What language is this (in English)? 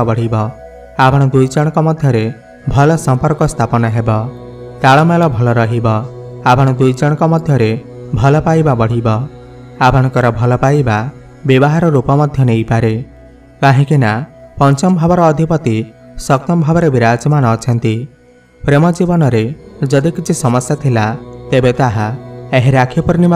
Odia